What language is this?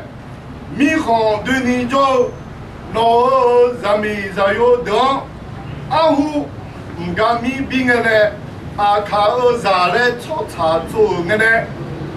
Akha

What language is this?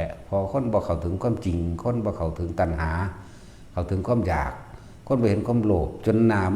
Northeastern Thai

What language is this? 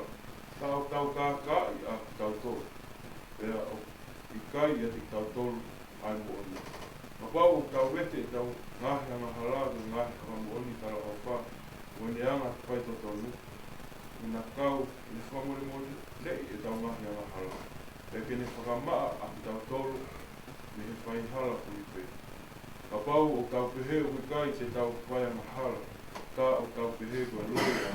Tongan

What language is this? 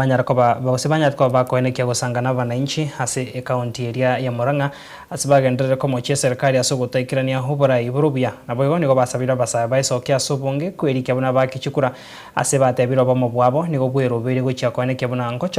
Gusii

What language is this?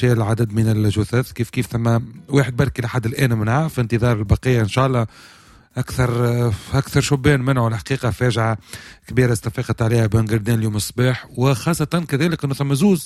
Tunisian Arabic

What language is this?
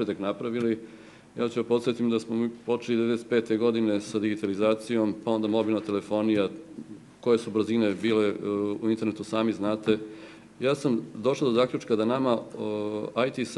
Serbian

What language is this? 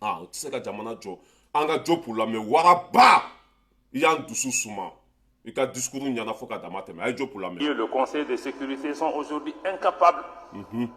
Bambara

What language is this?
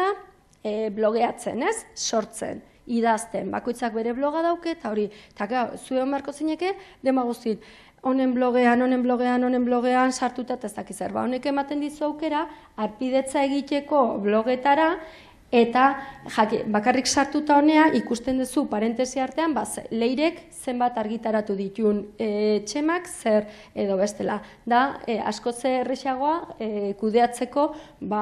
Basque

